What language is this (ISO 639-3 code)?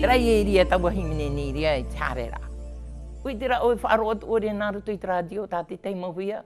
tah